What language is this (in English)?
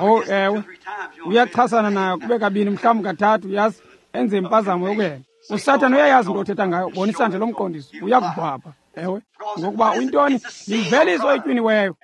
Xhosa